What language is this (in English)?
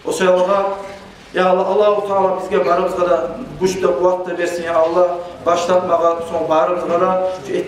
Kumyk